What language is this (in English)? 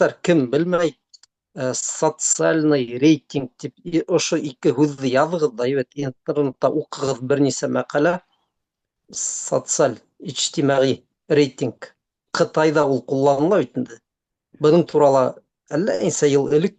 Bashkir